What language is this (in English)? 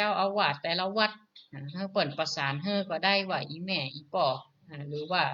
Northern Thai